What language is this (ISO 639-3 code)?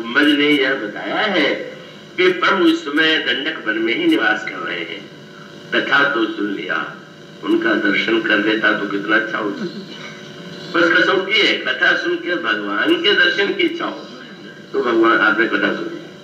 hin